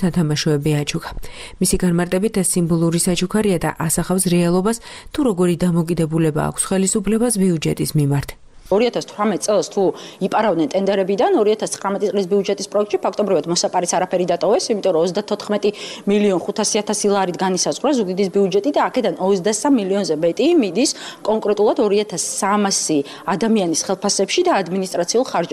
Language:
Georgian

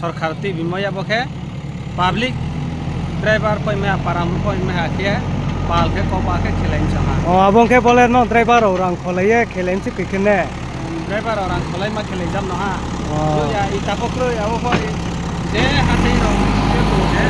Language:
Riang (India)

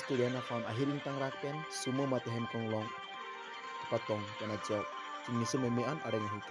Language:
Karbi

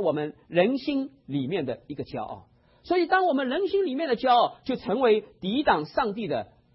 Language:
Chinese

